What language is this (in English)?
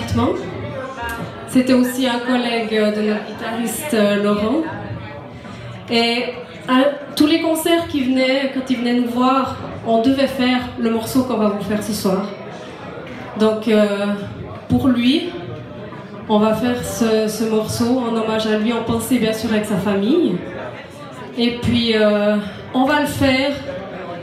French